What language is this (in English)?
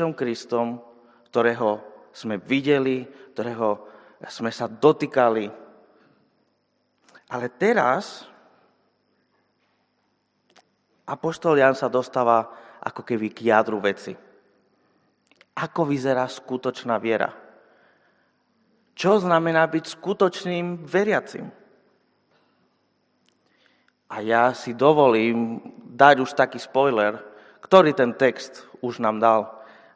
Slovak